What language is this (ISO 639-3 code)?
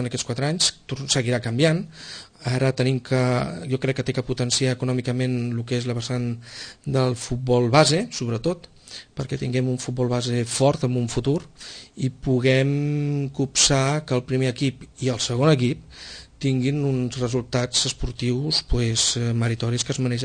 cat